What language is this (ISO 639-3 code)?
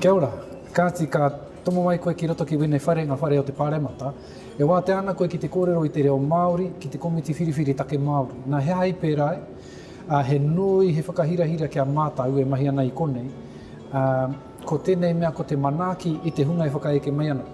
mri